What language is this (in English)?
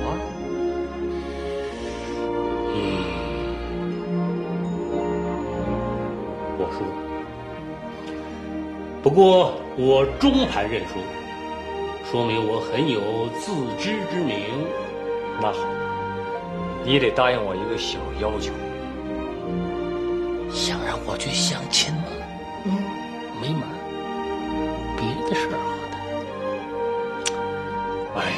Chinese